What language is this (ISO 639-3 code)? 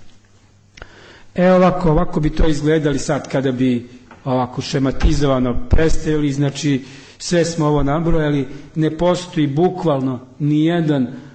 srp